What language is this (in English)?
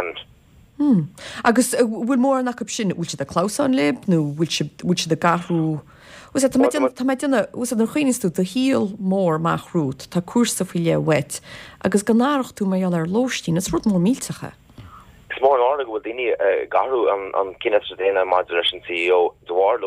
Irish